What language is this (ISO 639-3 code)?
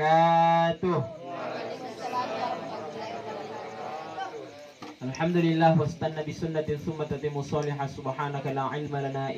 mak